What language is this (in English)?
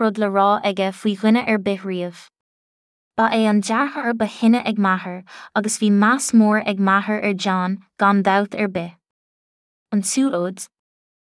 Irish